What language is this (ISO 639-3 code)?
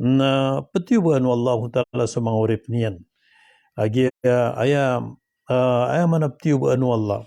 mrw